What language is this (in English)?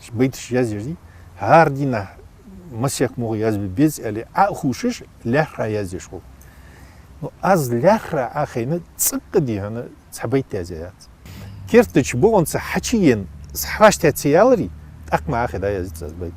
Ingush